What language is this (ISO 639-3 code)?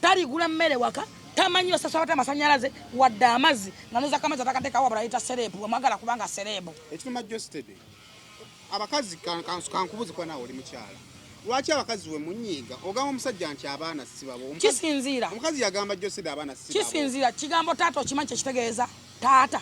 lug